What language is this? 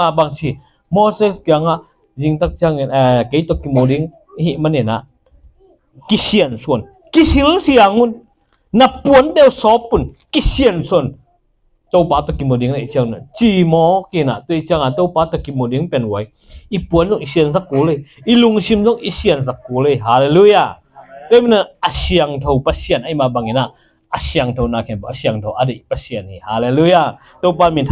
Tedim Chin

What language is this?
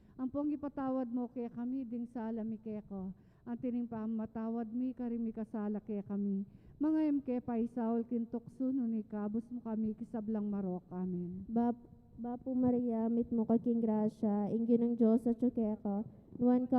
Pampanga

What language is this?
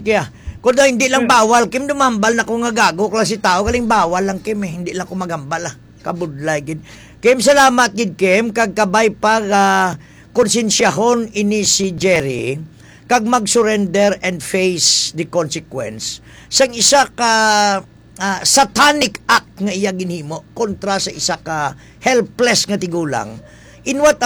Hiligaynon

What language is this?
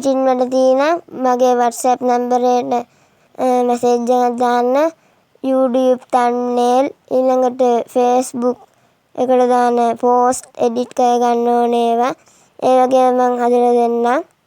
Sinhala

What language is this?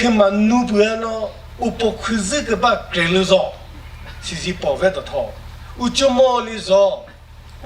Chokri Naga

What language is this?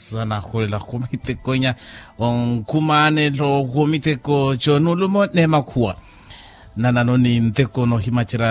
Makhuwa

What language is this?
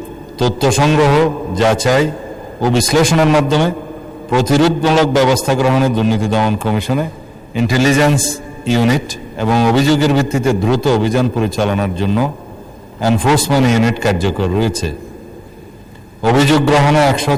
Bangla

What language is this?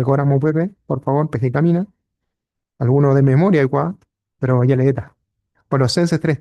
Guarani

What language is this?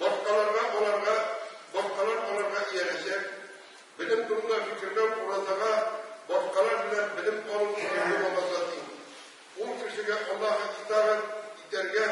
Tatar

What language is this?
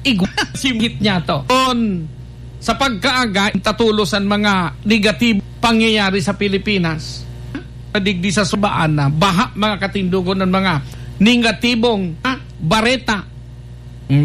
Bikol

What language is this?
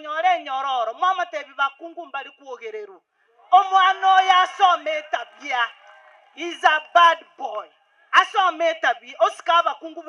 Gusii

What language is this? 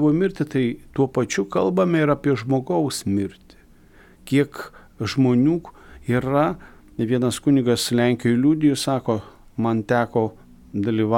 Lithuanian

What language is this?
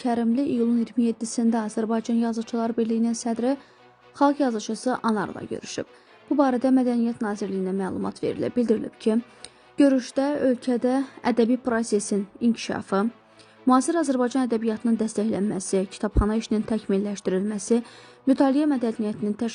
Azerbaijani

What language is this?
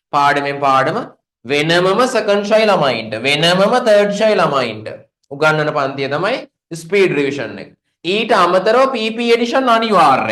Sinhala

